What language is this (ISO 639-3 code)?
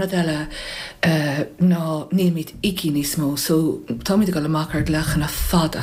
gle